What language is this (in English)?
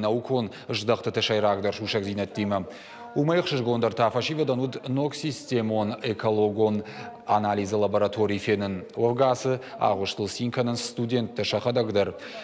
Ossetic